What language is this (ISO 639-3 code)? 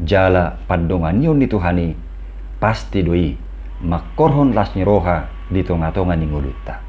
bbc